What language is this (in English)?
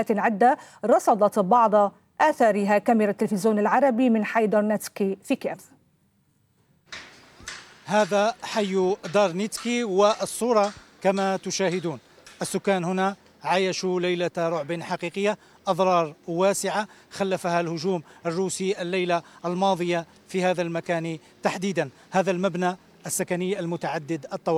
Arabic